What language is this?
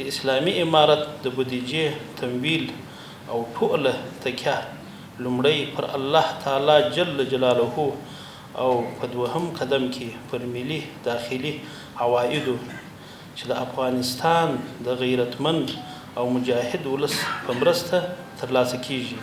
Pashto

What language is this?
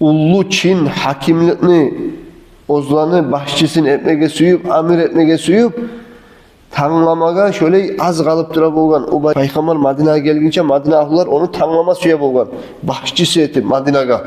Kumyk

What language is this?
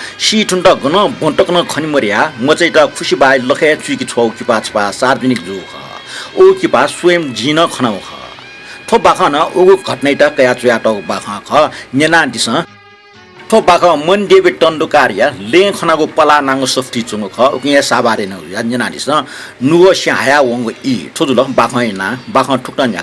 Newari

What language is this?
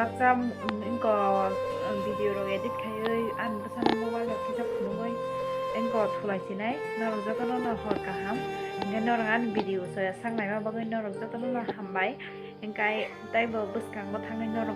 Kok Borok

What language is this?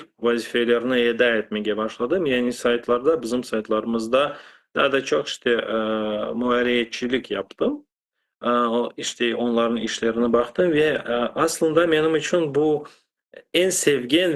Crimean Tatar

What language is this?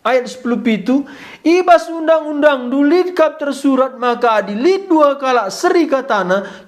Batak Karo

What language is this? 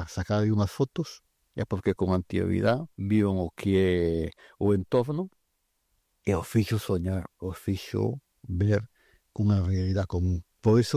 Galician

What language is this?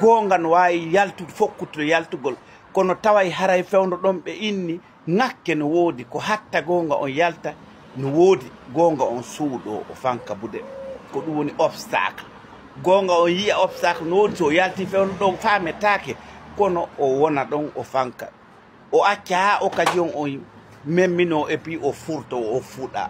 Fula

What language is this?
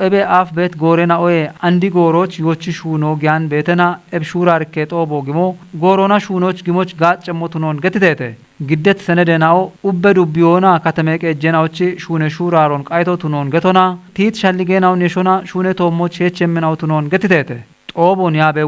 Kafa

